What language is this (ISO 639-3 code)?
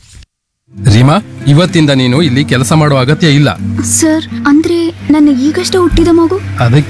kan